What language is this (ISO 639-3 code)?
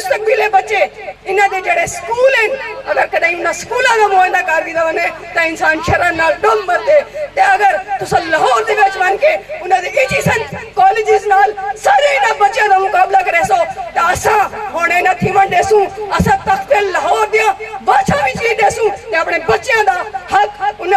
skr